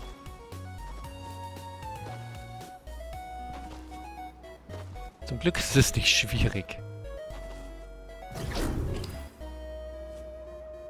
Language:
German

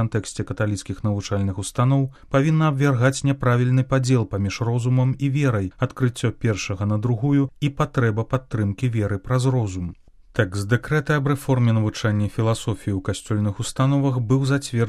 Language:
Belarusian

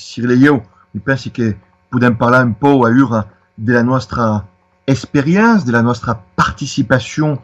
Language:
Occitan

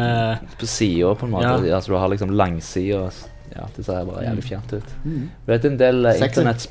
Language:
Norwegian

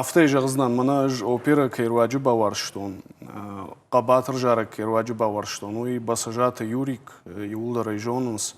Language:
Ossetic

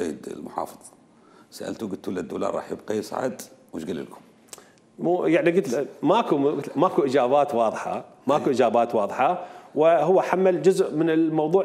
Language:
Mesopotamian Arabic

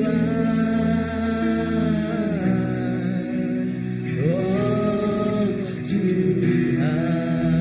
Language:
Iban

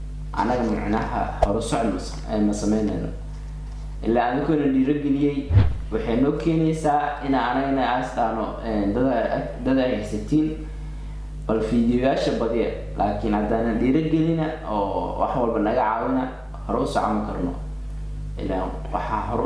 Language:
Somali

